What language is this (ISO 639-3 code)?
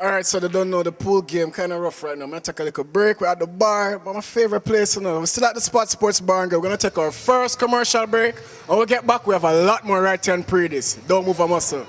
jam